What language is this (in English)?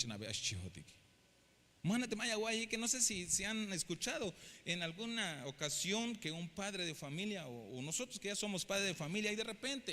Tzeltal